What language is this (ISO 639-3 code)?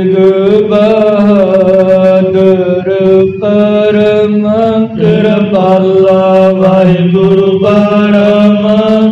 pan